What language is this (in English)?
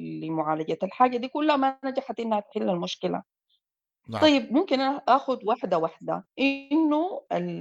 Sudanese Arabic